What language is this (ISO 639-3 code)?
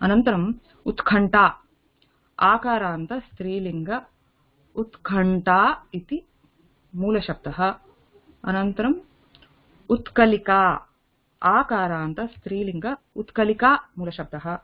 san